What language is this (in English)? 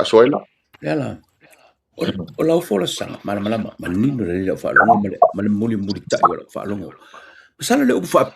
Samoan